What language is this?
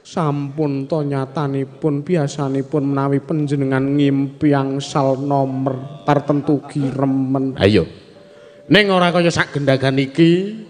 Javanese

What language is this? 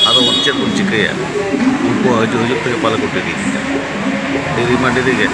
Santali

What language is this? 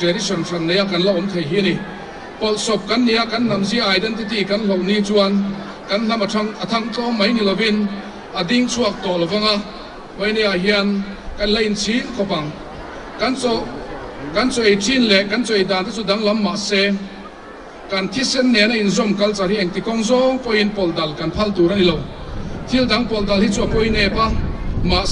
Mizo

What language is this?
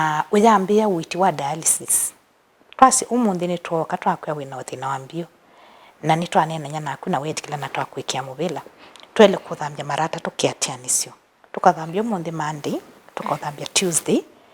Kamba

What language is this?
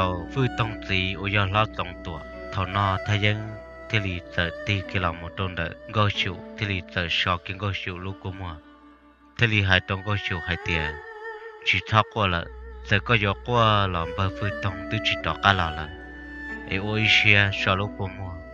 Hmong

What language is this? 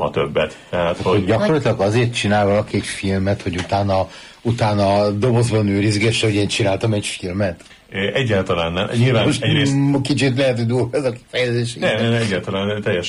Hungarian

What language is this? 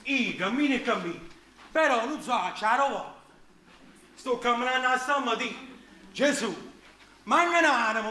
Neapolitan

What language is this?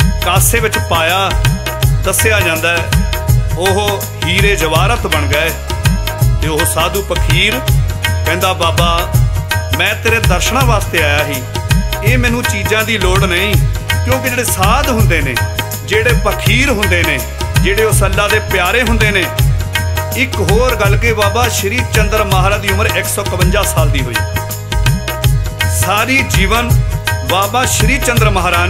Punjabi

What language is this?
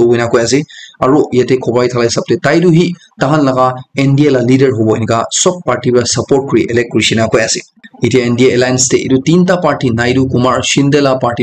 Naga Pidgin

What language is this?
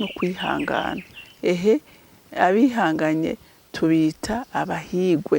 Rundi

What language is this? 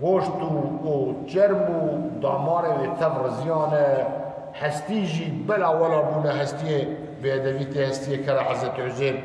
Kurdish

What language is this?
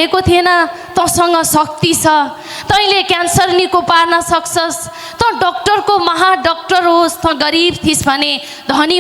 Nepali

